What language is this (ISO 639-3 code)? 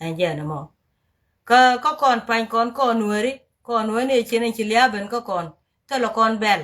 nus